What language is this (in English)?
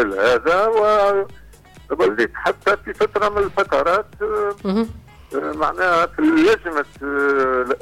Tunisian Arabic